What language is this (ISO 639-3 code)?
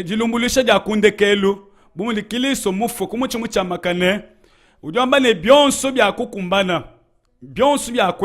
lua